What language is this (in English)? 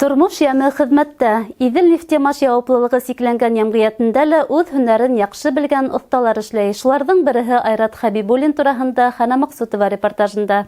Bashkir